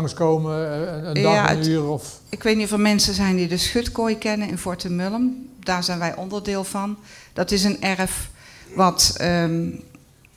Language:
Dutch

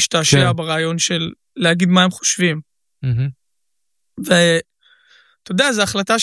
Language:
Hebrew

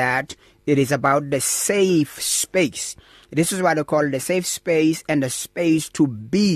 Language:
English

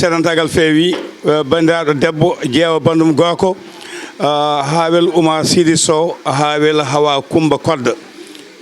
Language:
Fula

